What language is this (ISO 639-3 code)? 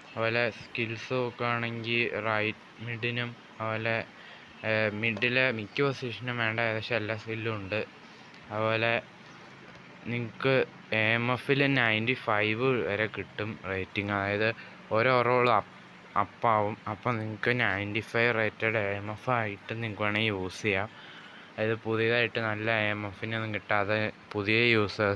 mal